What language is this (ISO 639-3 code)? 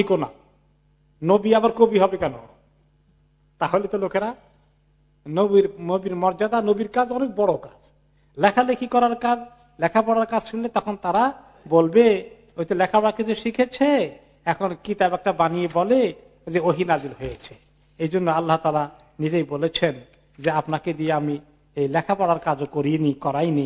ben